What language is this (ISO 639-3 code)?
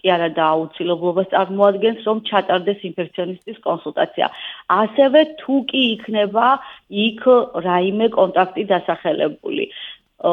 kat